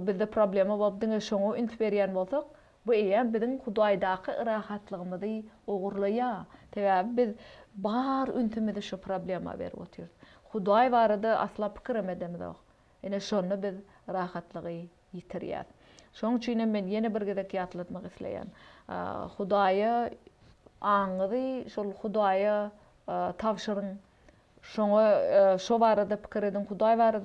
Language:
Turkmen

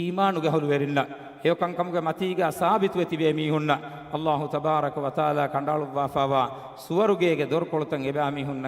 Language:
Divehi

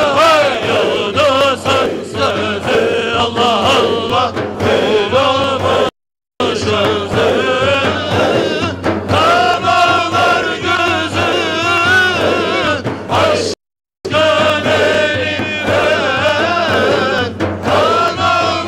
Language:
Turkish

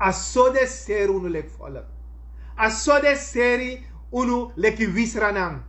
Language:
Sranan Tongo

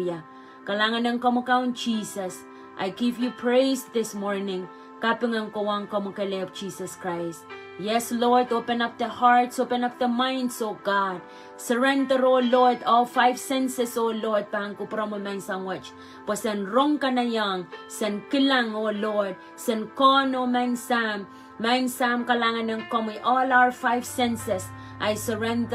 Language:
Pohnpeian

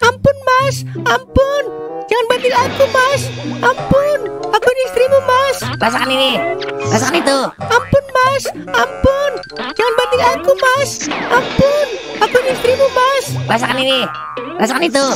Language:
Betawi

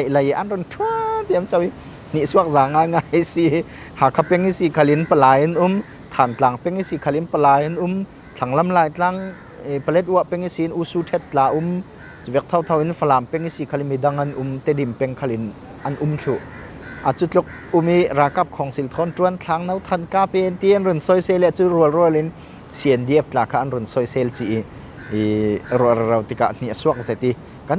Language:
Falam Chin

